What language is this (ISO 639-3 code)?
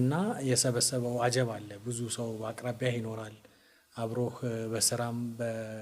amh